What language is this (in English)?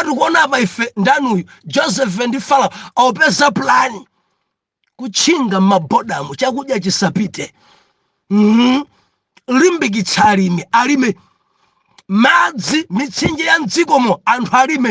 Nyanja